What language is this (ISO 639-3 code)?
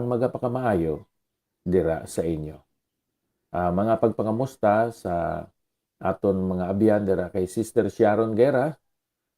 hil